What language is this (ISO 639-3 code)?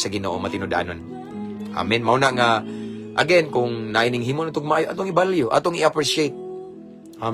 ceb